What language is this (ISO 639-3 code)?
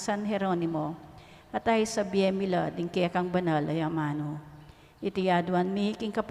pam